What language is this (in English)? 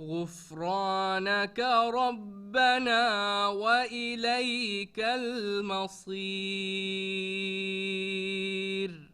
Divehi